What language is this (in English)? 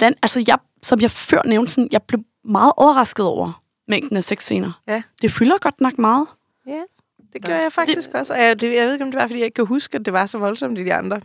Danish